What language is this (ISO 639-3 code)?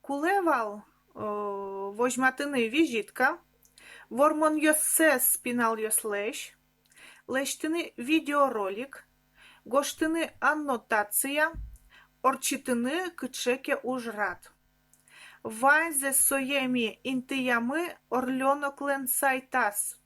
udm